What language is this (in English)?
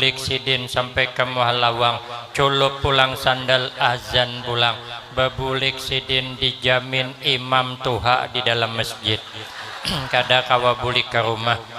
Banjar